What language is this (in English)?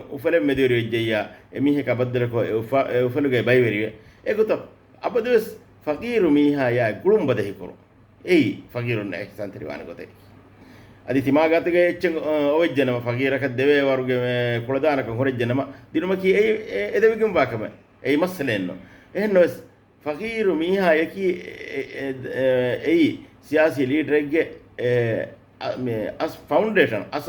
Divehi